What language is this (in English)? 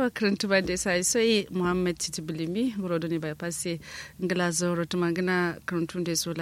Kanuri